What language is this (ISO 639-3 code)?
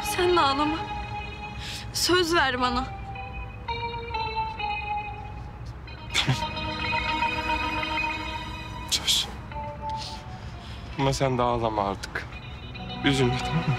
tur